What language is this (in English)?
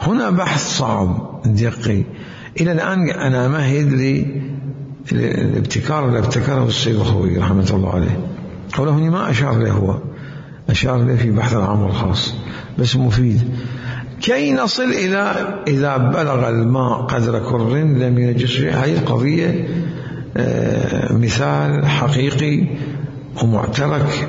Mesopotamian Arabic